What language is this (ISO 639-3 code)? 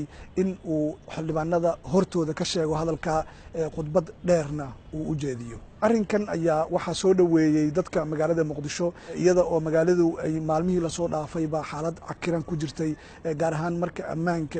som